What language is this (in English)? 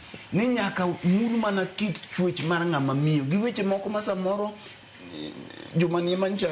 Luo (Kenya and Tanzania)